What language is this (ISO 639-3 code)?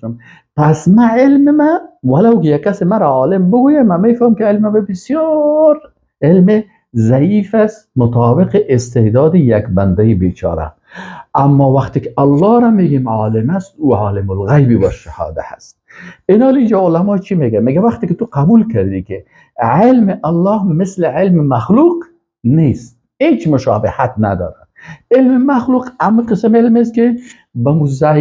fas